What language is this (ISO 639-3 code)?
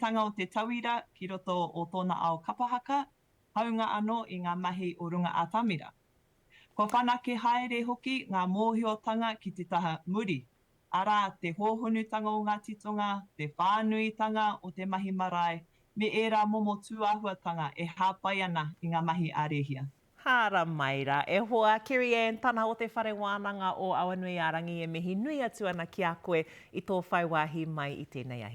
mri